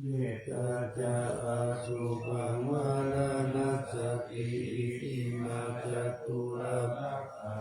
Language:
Pali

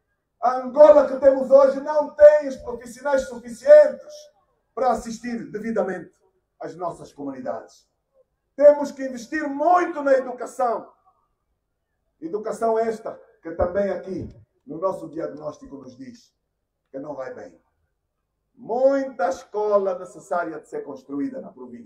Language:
Portuguese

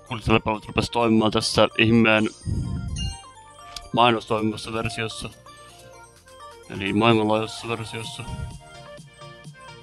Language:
Finnish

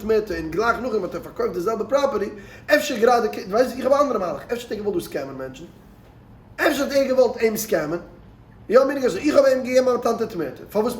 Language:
Yiddish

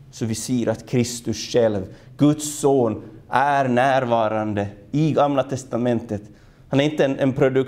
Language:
Swedish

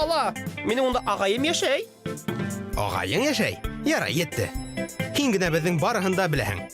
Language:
Bashkir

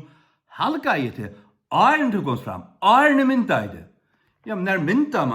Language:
Faroese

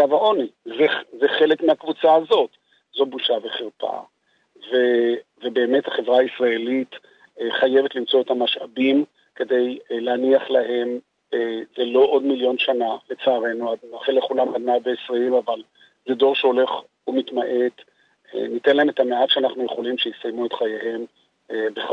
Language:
Hebrew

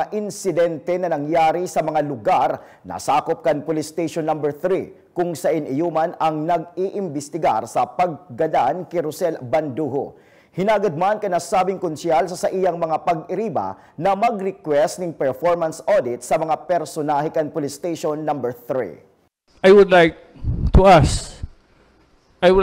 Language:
Bikol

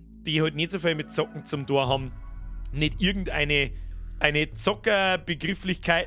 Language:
Bavarian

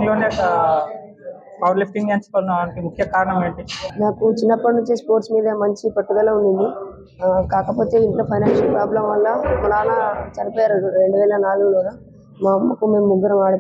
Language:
Telugu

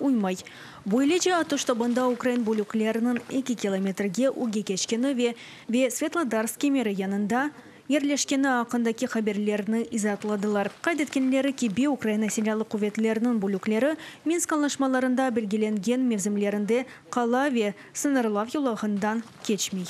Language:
Crimean Tatar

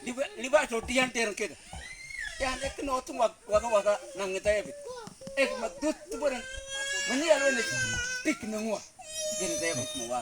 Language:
Mabaan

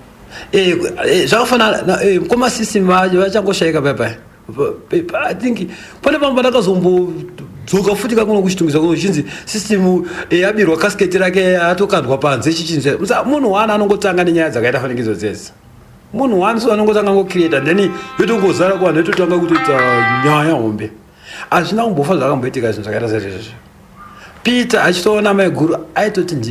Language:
Shona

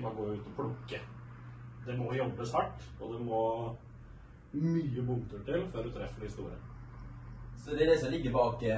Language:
Norwegian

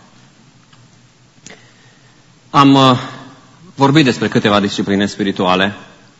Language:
Romanian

